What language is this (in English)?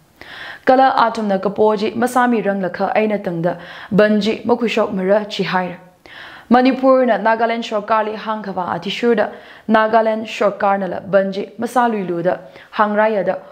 Tangkhul Naga (India)